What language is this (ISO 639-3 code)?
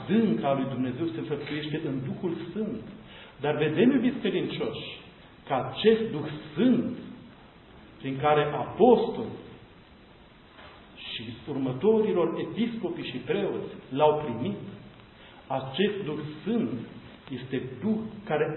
ron